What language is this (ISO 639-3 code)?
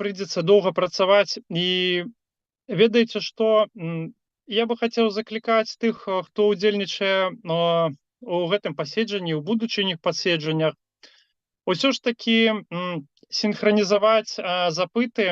bel